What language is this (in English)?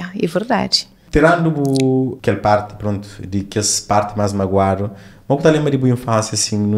Kabuverdianu